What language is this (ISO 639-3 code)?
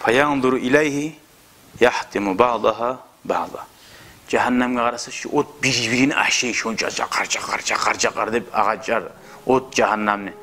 kum